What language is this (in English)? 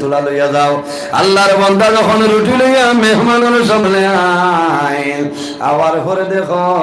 Sylheti